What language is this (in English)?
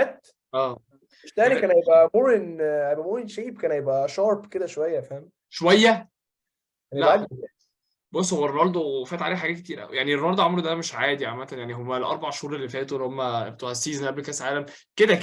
Egyptian Arabic